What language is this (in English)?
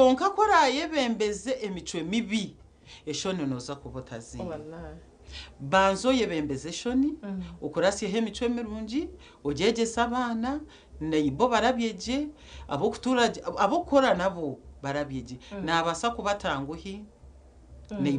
Nyankole